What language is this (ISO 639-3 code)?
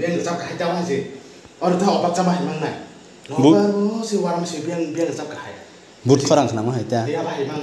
trp